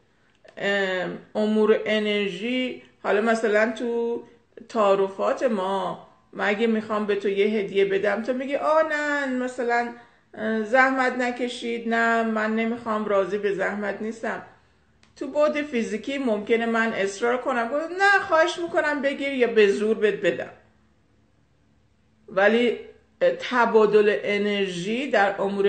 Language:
Persian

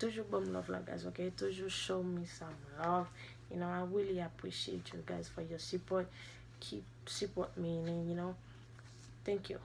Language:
Haitian Creole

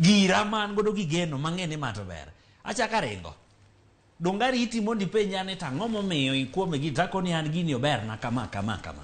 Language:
Luo (Kenya and Tanzania)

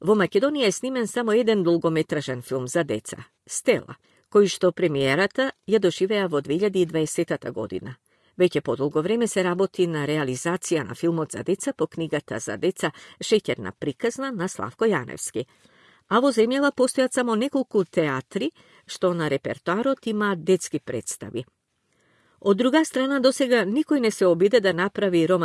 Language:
Macedonian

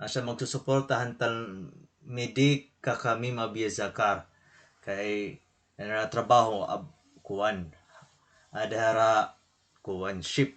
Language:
Waray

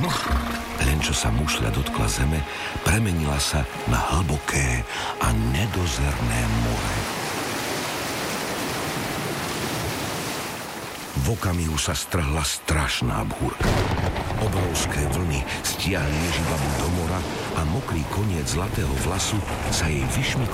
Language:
Slovak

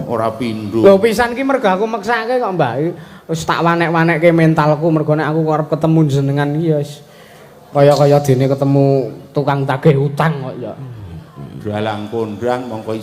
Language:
Javanese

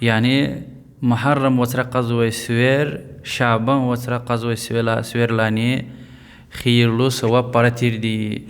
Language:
Lezghian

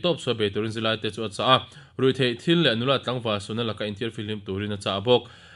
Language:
Mizo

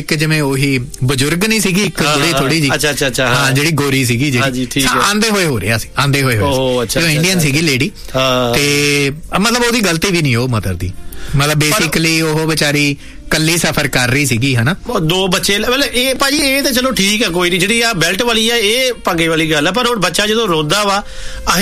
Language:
Punjabi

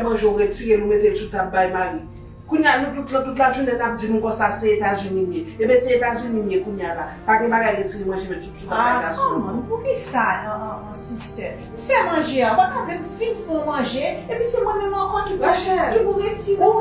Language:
Haitian Creole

